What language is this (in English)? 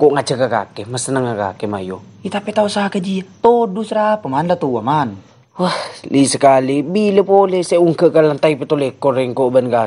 Madurese